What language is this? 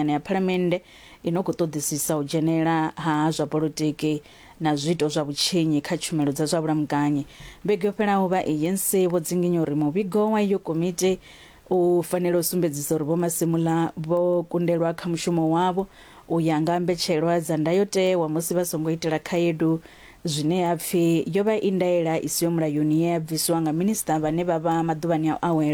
Venda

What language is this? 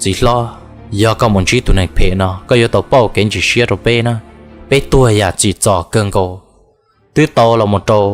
Hmong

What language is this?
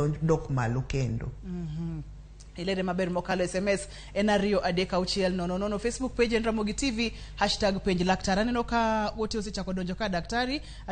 Luo (Kenya and Tanzania)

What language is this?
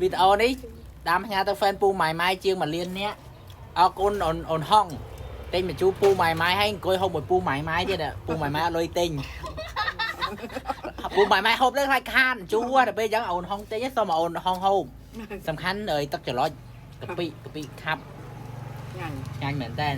Khmer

